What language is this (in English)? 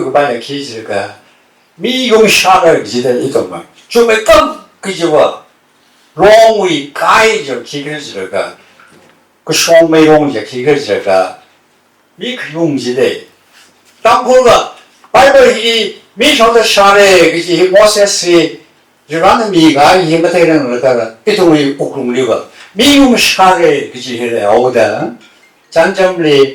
Tangkhul Naga (India)